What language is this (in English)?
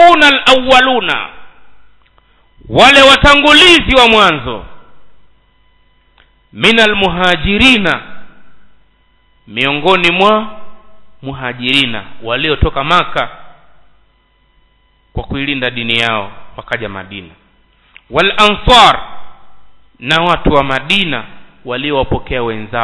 Swahili